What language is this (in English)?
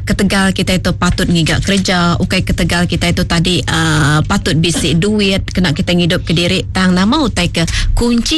Iban